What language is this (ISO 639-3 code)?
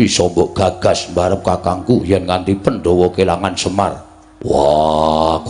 jav